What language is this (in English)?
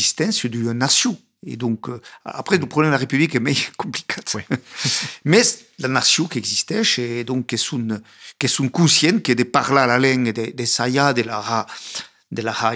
Occitan